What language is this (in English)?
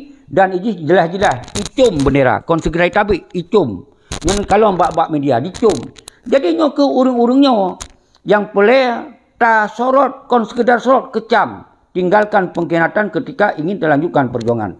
Achinese